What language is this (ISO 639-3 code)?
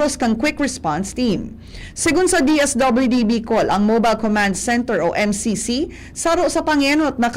bik